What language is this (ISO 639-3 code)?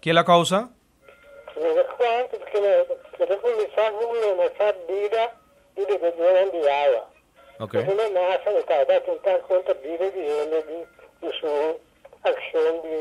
pap